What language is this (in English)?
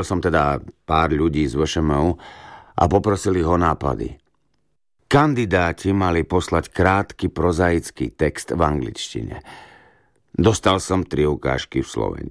Slovak